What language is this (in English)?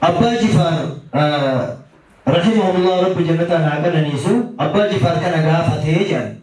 Oromo